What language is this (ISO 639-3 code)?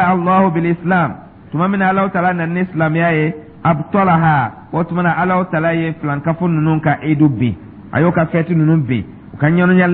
dyu